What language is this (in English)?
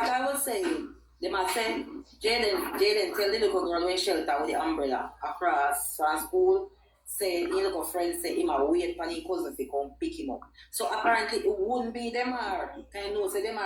Jamaican Creole English